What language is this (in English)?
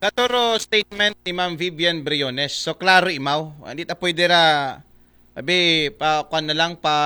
Aklanon